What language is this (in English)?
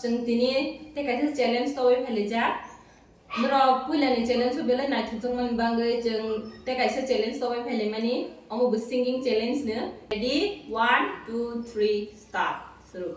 Kok Borok